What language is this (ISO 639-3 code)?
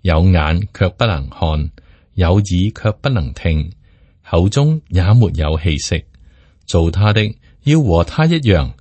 yue